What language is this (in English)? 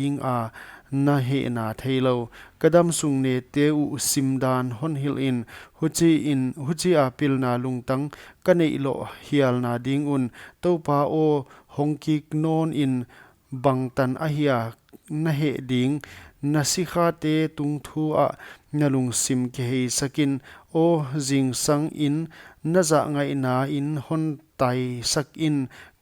Paite Chin